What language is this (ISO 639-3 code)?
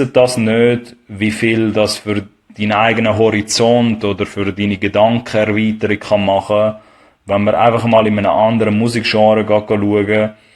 gsw